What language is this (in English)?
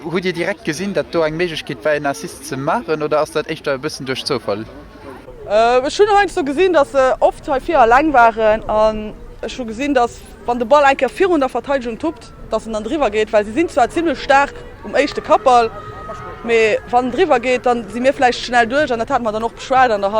Luxembourgish